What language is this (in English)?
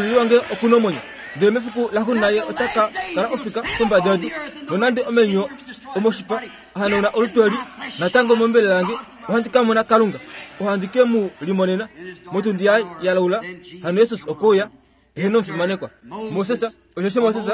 Kuanyama